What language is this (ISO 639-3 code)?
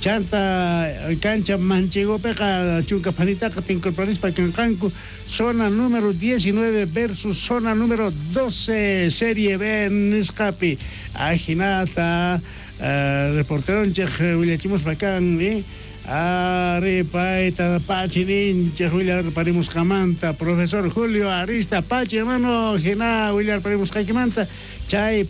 quh